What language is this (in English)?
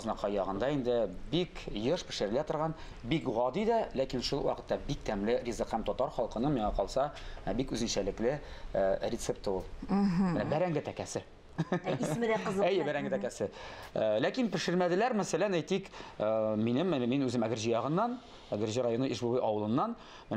Tatar